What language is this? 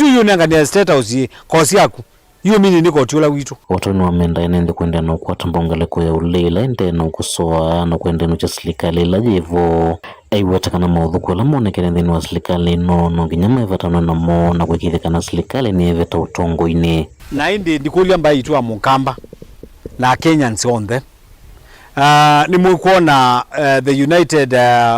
Kamba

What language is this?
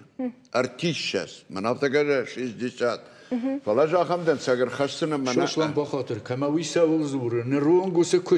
Ossetic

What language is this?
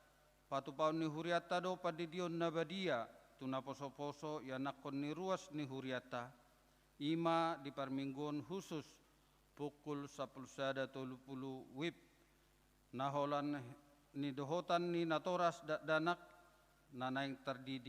Batak Toba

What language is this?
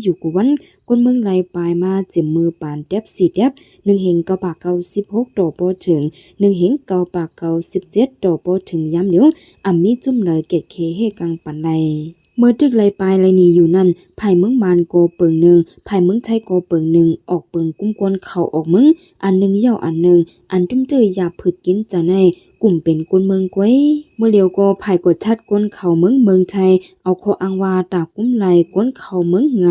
Shan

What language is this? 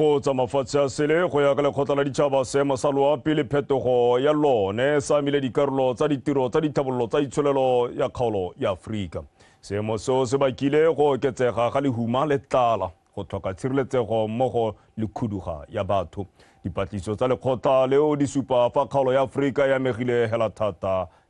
Tswana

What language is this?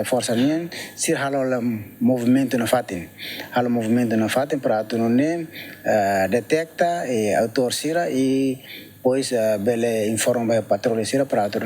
Tetum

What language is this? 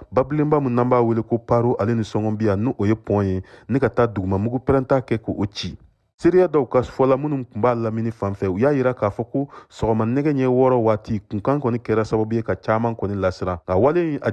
Bambara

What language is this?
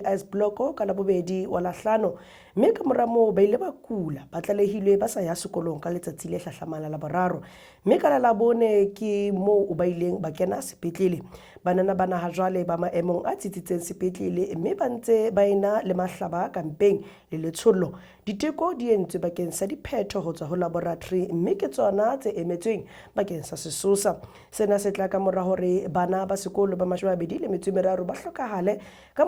Southern Sotho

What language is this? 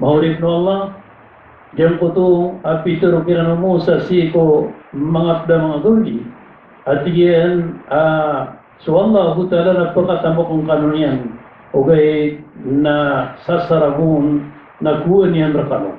Maranao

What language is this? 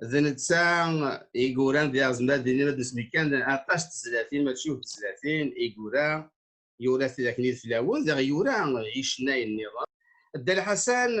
Kabyle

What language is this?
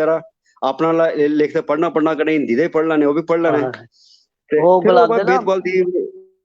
Dogri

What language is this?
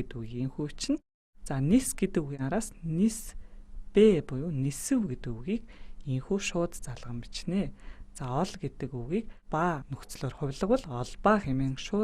Mongolian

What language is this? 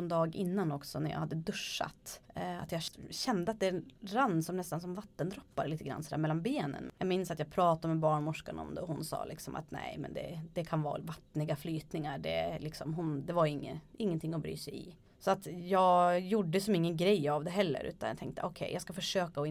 Swedish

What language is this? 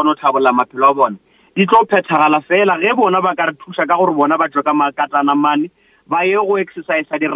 Northern Sotho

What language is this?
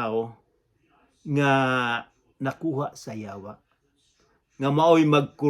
Cebuano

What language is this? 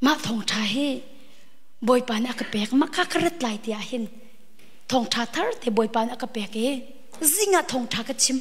Hakha Chin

